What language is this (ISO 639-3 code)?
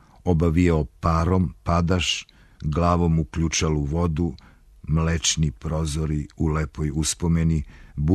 srp